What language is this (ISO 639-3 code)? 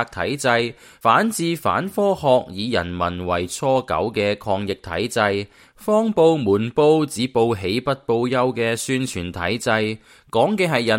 yue